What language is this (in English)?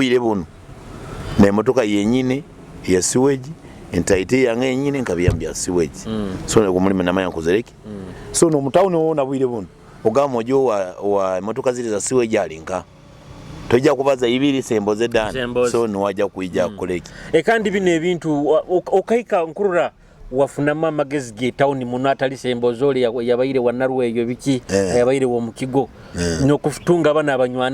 Nyoro